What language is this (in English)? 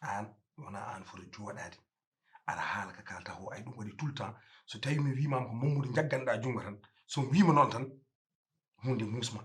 Fula